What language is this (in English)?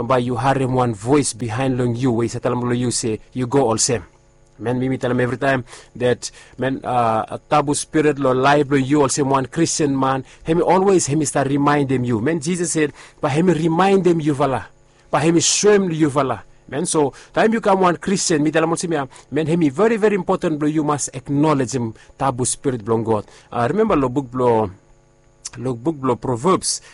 Bislama